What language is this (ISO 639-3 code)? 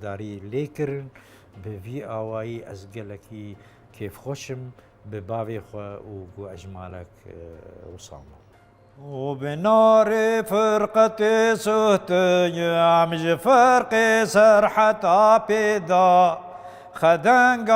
kur